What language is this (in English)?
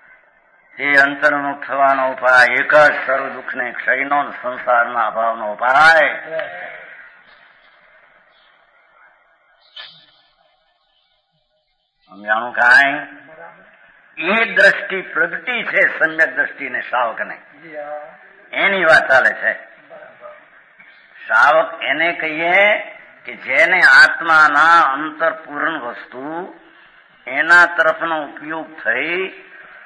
Gujarati